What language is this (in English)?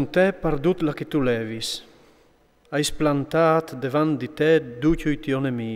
Friulian